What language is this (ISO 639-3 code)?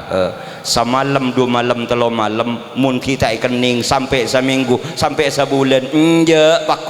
mad